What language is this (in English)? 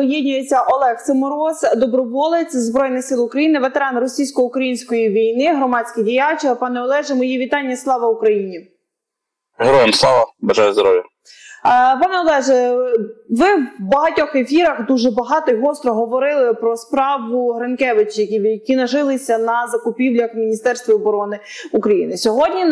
Ukrainian